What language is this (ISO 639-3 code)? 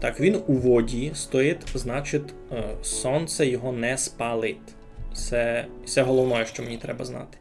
rue